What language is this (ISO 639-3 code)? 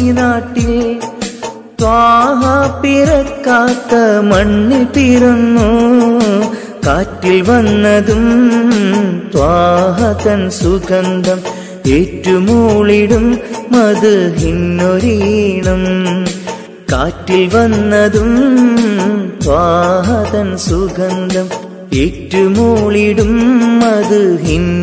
mal